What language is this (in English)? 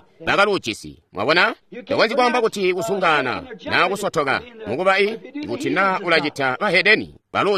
Tonga (Zambia)